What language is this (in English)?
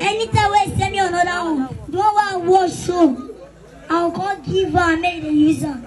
Nigerian Pidgin